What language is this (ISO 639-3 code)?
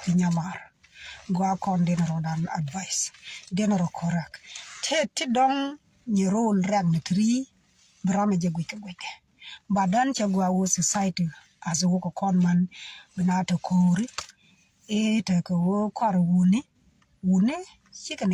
nus